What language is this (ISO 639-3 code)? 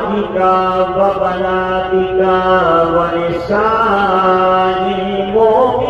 urd